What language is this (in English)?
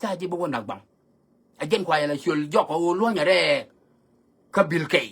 Nuer